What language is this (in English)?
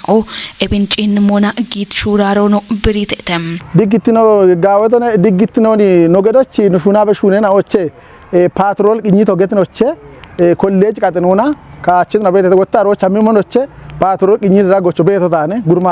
Kafa